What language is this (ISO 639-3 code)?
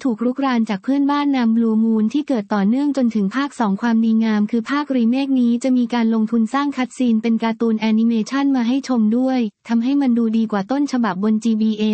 tha